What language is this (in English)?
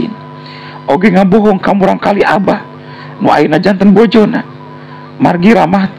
Sundanese